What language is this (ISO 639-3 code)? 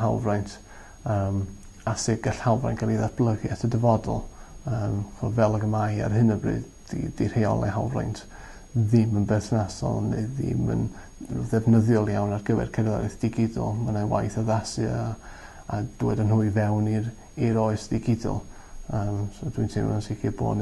cym